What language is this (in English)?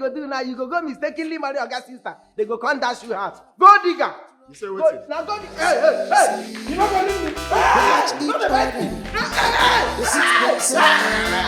Nigerian Pidgin